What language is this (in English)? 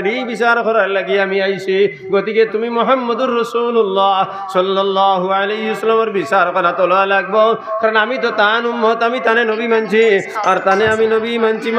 Sylheti